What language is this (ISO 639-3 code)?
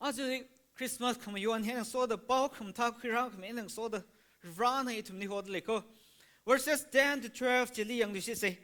nmf